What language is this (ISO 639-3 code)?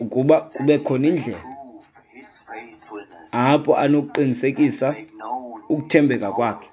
xho